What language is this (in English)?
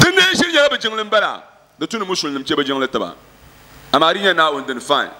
Dagbani